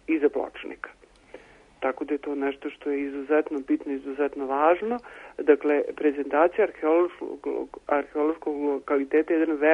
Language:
Serbian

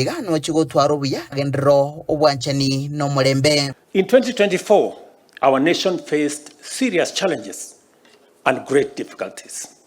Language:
Gusii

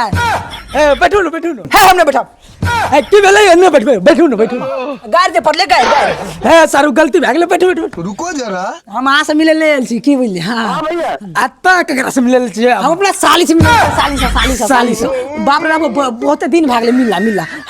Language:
Maithili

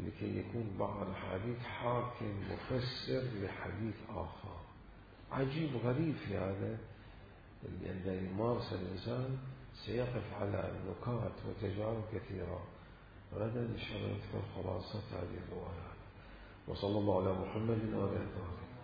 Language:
Mesopotamian Arabic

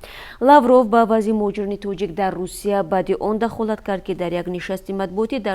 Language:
Tajik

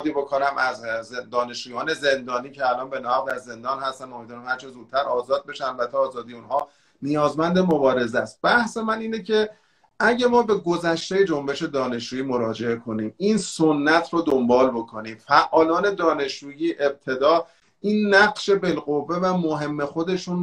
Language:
Persian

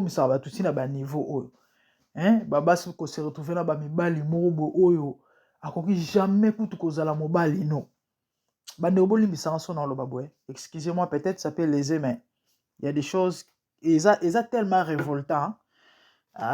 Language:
Lingala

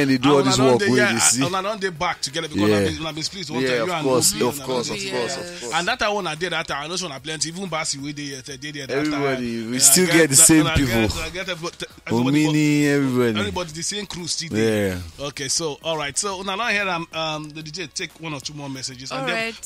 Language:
Nigerian Pidgin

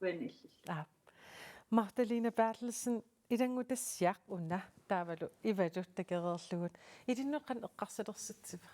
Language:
Kalaallisut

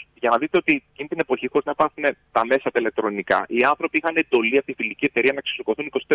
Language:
Greek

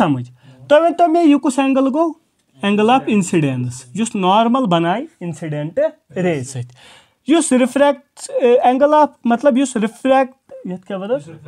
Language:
Kashmiri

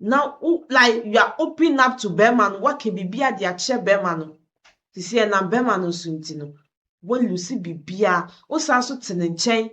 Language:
Akan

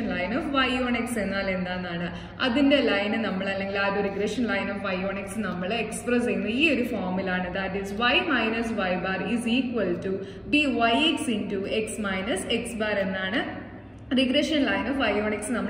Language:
Malayalam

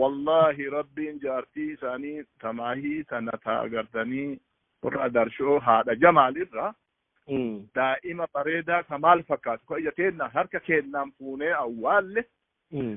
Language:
Oromo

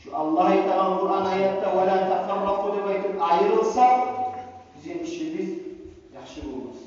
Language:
Kumyk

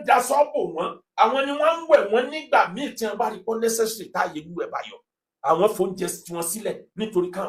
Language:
Yoruba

